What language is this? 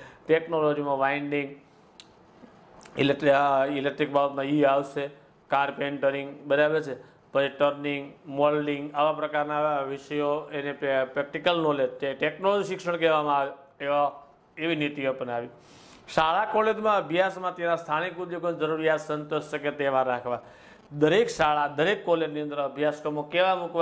Gujarati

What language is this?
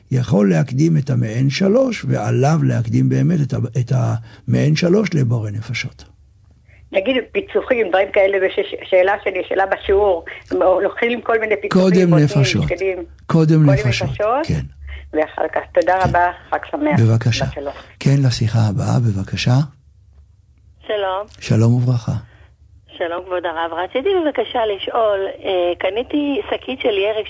Hebrew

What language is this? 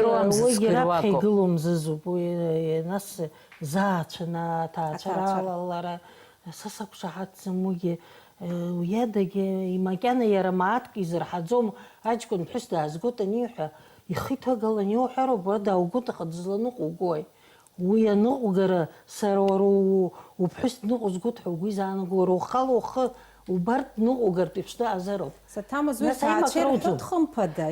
Abkhazian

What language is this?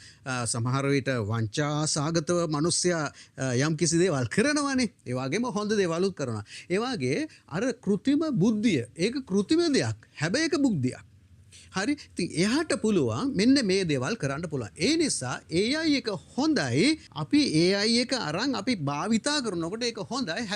Sinhala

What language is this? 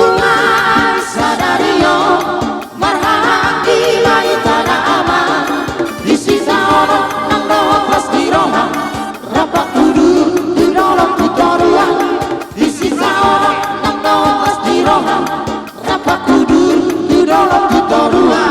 Batak Toba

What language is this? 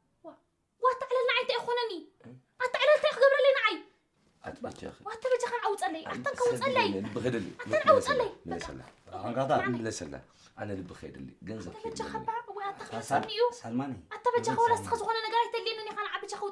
Tigrinya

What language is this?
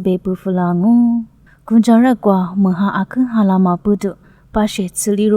Lisu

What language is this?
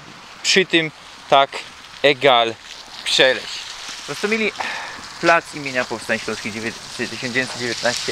Silesian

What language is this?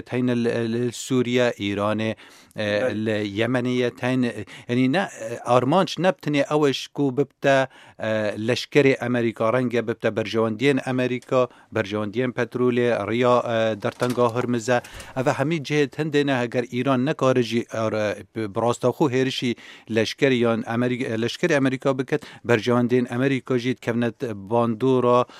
Kurdish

